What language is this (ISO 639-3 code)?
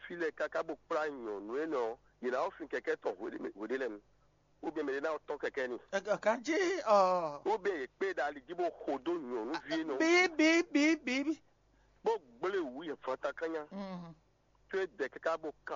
fon